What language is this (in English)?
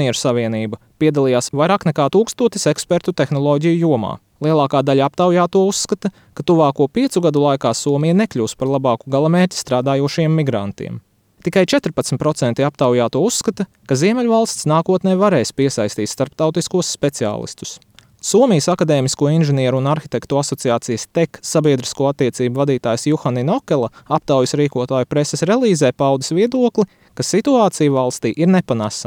Latvian